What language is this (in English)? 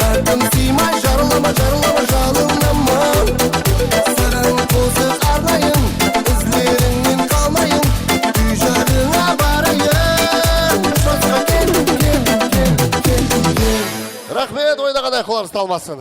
Kara-Kalpak